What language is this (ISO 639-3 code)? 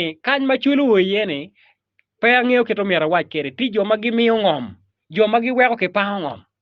ach